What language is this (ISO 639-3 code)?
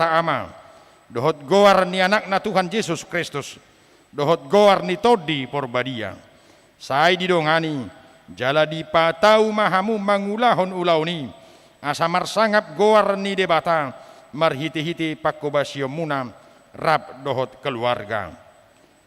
bbc